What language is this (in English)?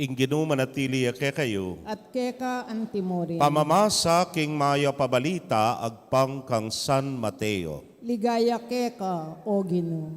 Pampanga